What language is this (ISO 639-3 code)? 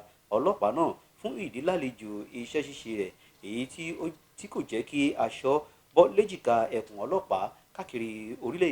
yor